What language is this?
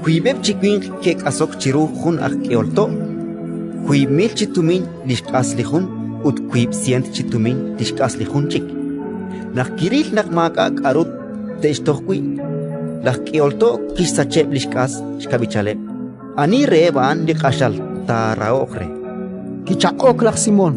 Kekchí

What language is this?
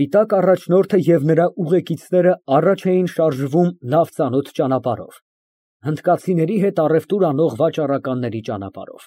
Armenian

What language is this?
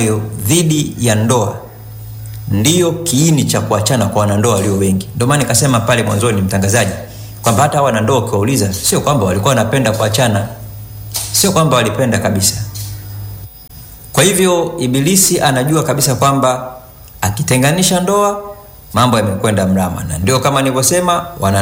Swahili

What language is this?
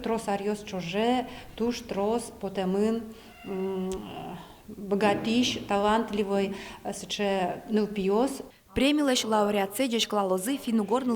Udmurt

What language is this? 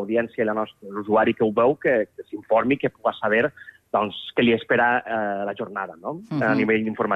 Catalan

